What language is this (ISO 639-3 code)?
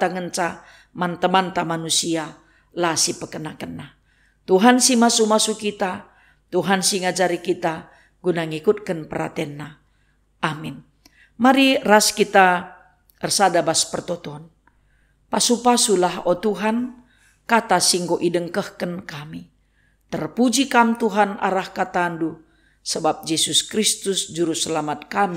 btx